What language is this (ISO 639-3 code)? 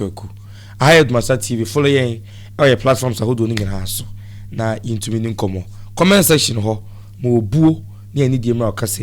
aka